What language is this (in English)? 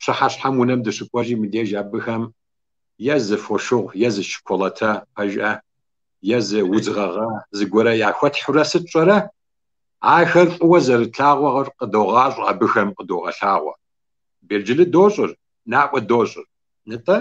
Kabardian